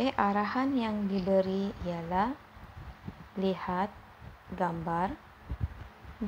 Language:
Malay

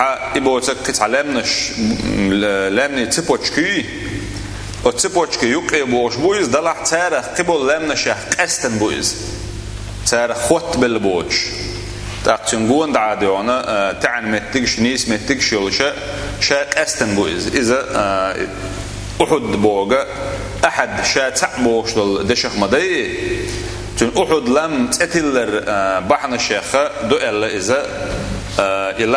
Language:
Chechen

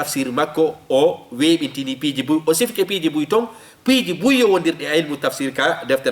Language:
Fula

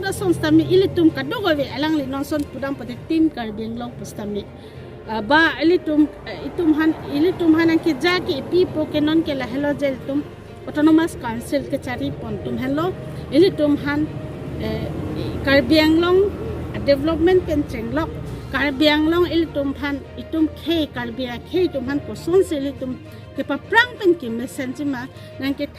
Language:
Karbi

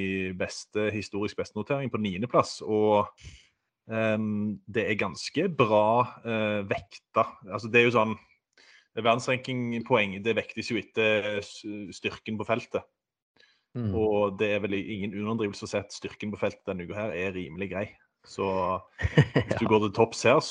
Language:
Norwegian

